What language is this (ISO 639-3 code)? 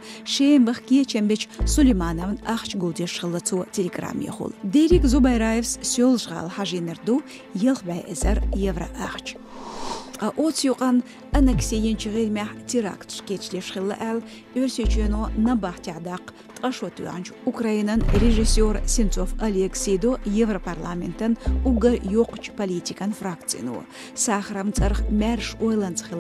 che